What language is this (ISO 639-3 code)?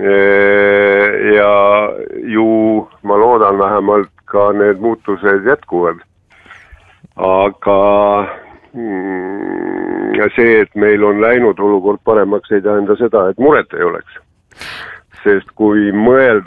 est